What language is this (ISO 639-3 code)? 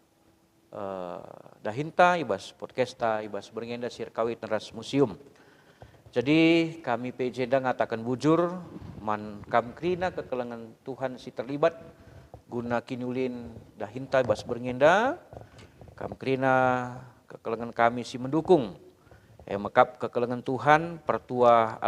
btx